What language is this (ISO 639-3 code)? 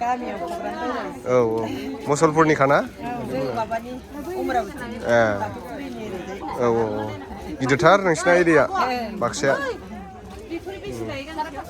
brx